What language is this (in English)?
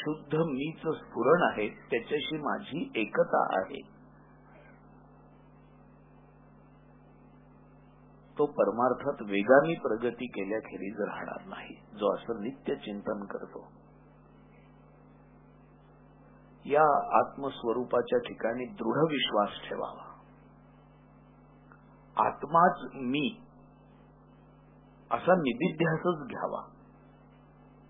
Marathi